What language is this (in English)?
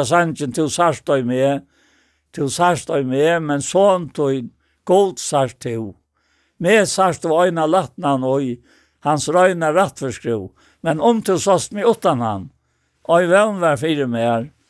Faroese